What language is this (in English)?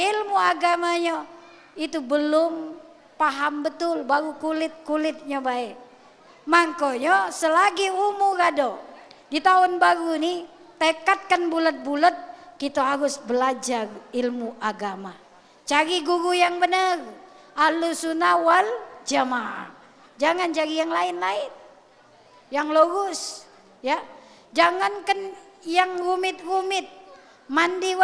Musi